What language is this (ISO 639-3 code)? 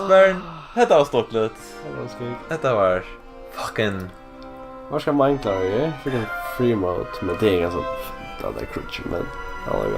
fao